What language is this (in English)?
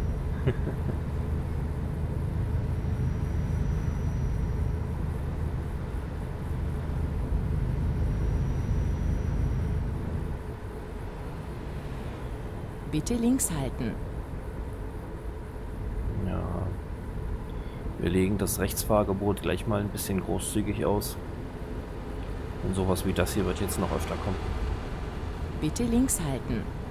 German